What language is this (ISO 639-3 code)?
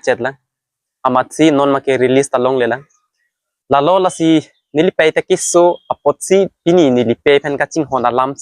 mjw